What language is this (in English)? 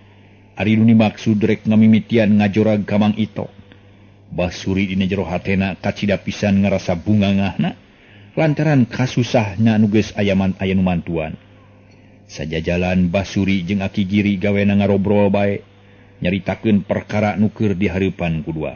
Sundanese